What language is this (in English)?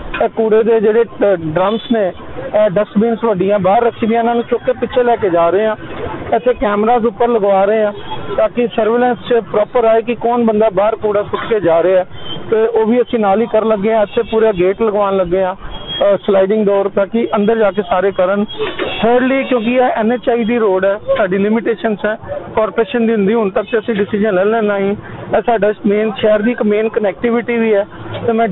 Punjabi